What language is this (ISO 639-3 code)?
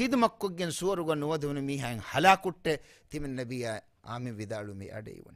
div